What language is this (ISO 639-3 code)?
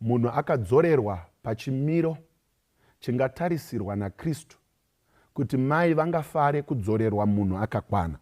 sna